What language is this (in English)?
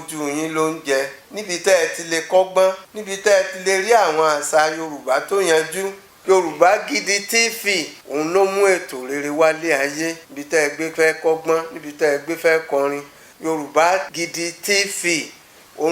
Yoruba